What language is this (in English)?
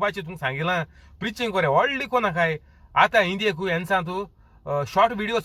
Konkani